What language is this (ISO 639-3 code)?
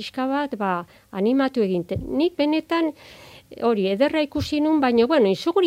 eus